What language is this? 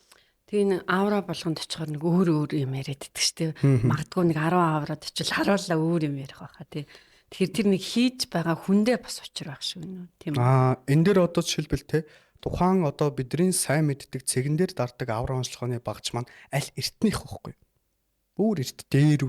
Mongolian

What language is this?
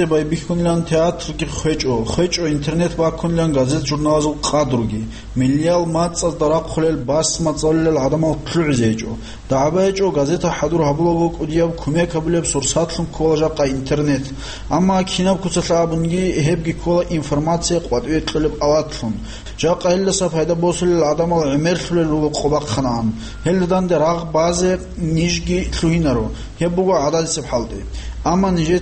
Avaric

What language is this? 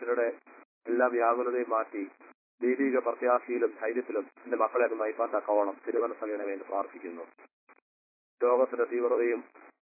Malayalam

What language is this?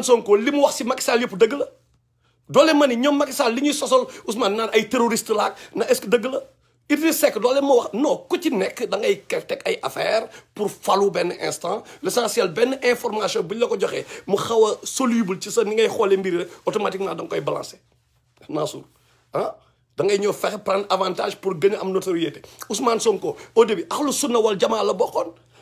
Wolof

